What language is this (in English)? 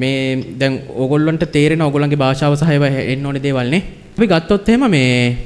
Sinhala